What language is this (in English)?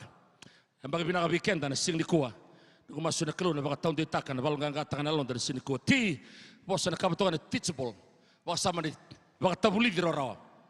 Fijian